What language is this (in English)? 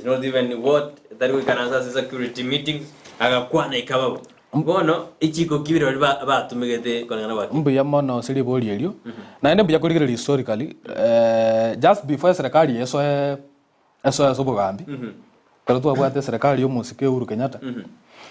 Gusii